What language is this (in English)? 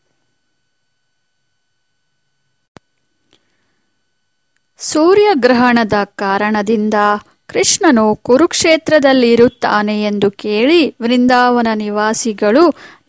Kannada